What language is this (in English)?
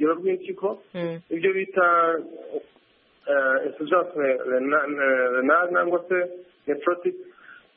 Kinyarwanda